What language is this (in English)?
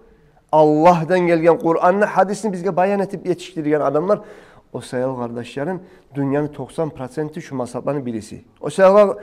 Kumyk